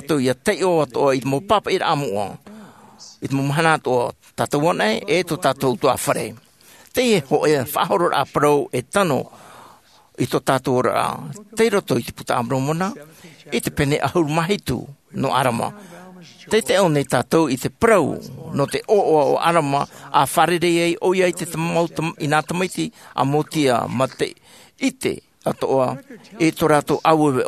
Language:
Tahitian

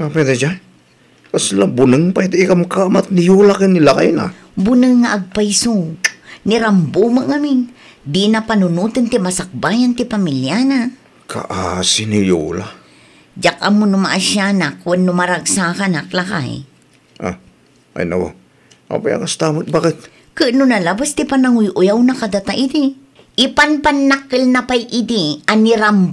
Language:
Iloko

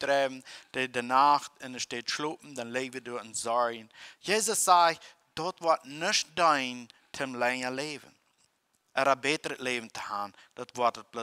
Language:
Plautdietsch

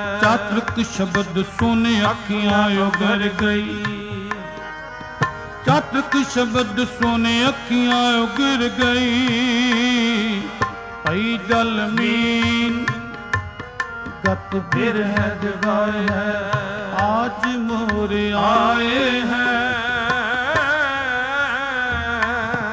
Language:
Punjabi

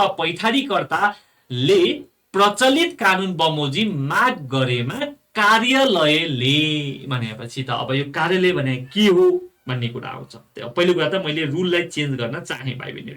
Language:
Nepali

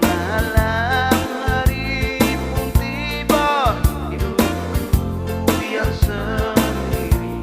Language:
Tetum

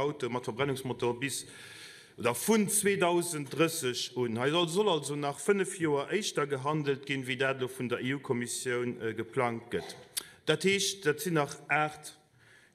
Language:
Luxembourgish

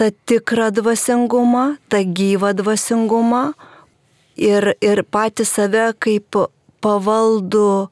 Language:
Lithuanian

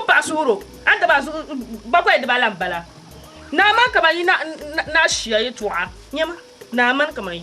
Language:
Dagbani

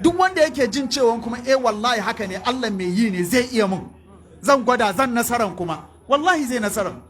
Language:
Hausa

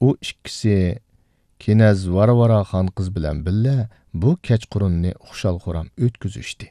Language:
Uyghur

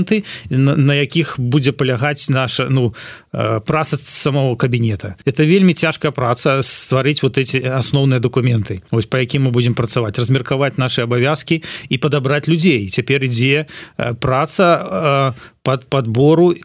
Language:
Belarusian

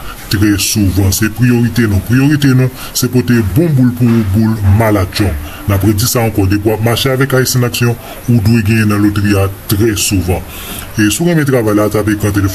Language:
Haitian Creole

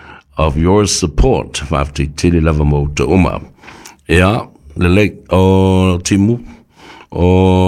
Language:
Samoan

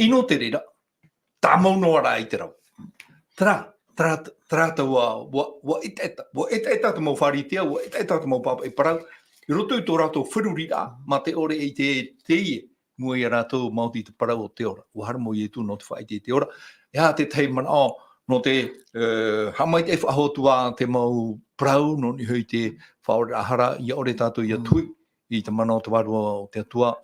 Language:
Tahitian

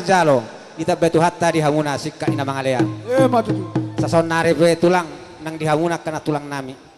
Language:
Batak Toba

